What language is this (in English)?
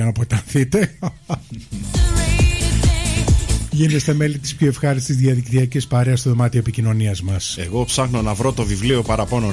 Greek